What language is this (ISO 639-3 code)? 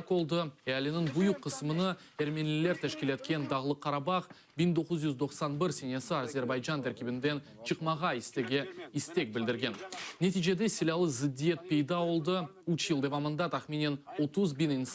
crh